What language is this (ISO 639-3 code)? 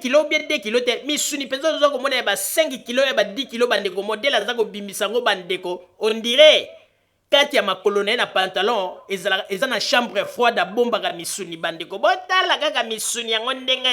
lin